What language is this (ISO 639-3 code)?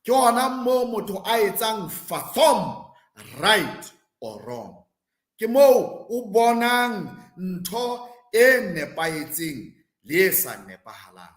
sot